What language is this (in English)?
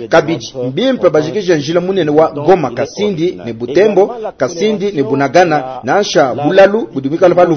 Luba-Lulua